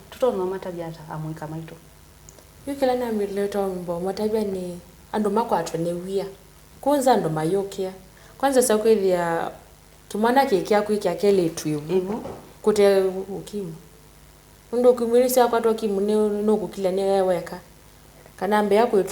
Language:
Kamba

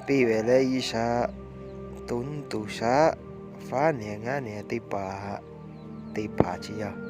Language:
Lahu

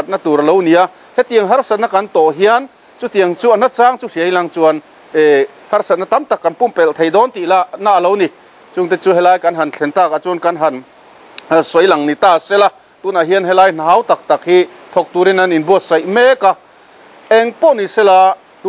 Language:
Mizo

